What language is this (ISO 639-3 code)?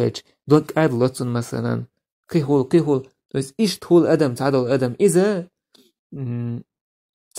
che